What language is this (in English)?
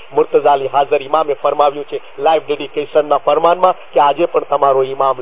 Gujarati